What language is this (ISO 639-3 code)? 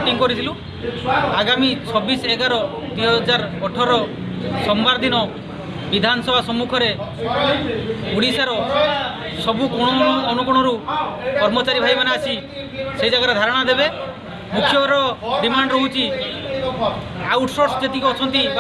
ori